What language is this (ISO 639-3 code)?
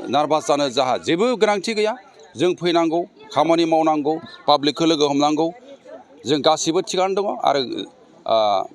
brx